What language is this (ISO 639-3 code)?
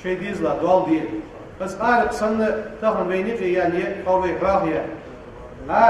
inh